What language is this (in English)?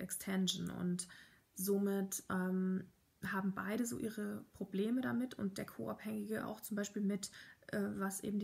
German